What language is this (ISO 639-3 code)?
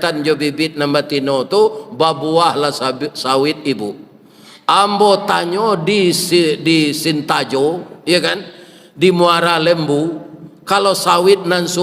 min